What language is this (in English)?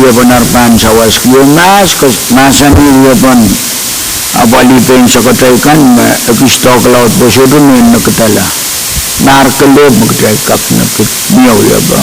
Pohnpeian